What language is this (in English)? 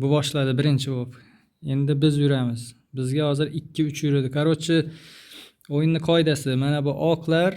Uzbek